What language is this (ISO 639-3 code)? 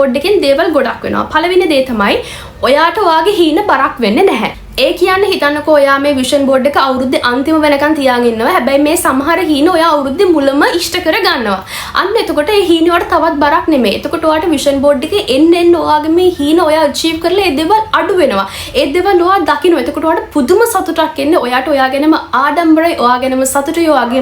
sin